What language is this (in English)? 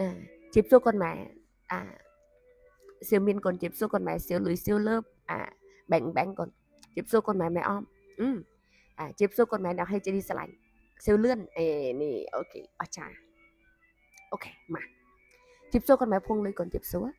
Khmer